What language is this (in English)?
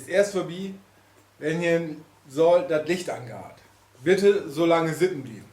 Low German